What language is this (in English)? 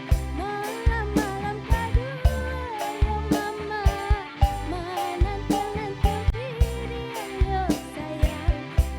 Minangkabau